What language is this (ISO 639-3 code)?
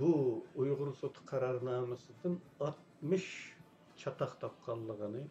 uig